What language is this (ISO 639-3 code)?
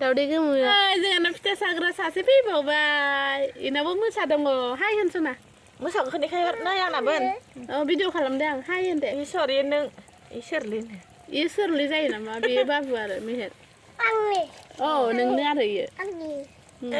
brx